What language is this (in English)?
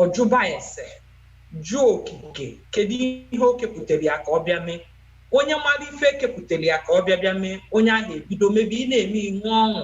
Igbo